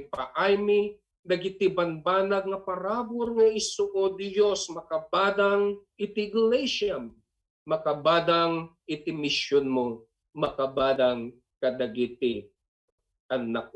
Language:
Iloko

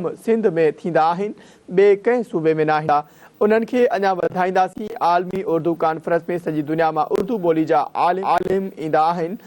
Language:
Sindhi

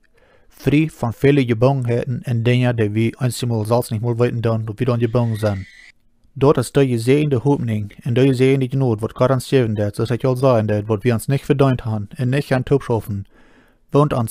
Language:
Plautdietsch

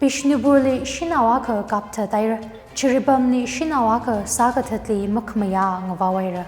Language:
Tangkhul Naga (India)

